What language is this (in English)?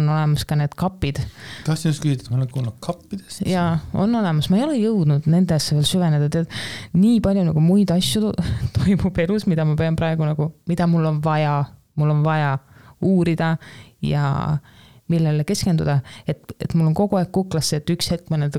Estonian